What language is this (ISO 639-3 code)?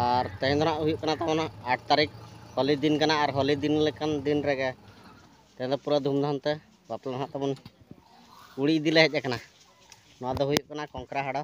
sat